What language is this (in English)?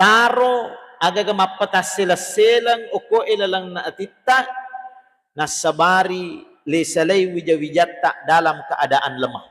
Buginese